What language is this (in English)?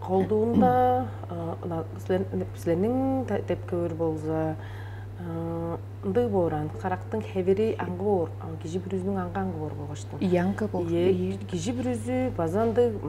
Tuvinian